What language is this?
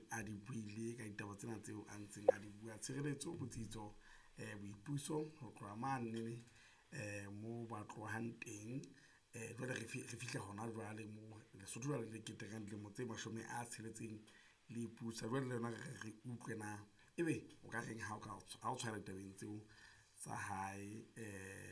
Southern Sotho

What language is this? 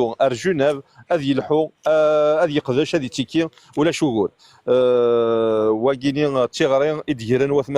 Kabyle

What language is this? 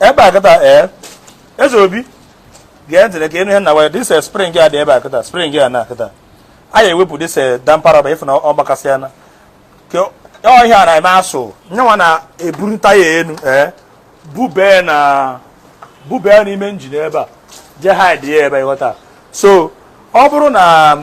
Igbo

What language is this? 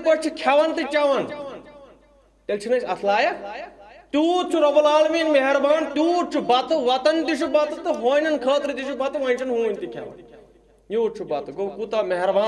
Kashmiri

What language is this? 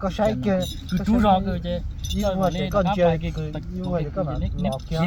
Hmong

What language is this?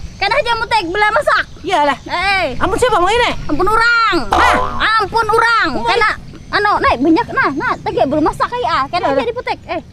Banjar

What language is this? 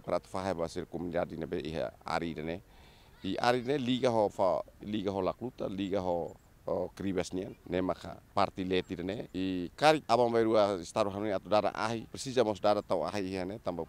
Tetum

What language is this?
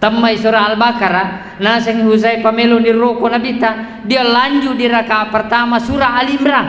Buginese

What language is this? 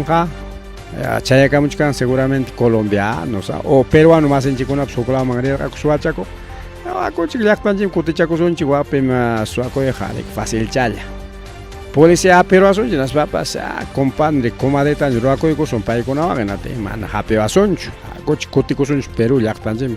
Ayacucho Quechua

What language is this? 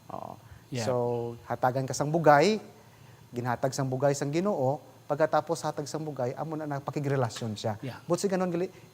Hiligaynon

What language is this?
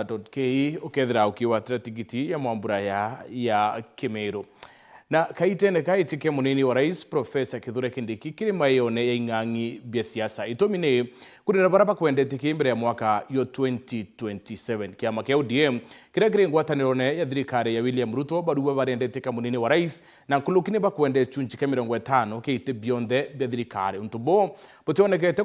Meru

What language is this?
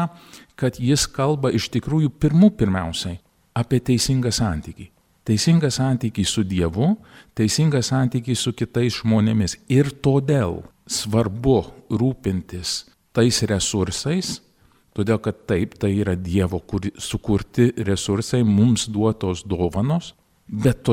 Lithuanian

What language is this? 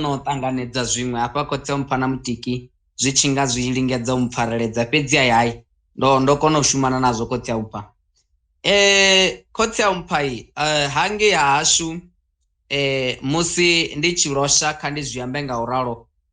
Venda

